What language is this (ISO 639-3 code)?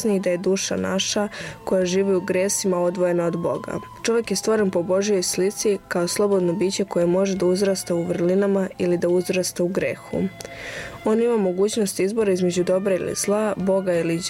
srp